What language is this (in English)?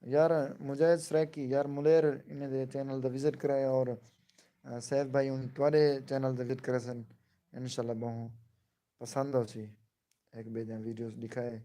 Saraiki